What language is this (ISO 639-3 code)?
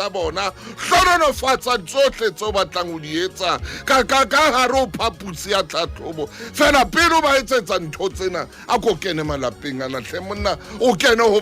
sot